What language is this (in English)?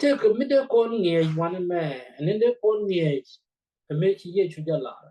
Nuer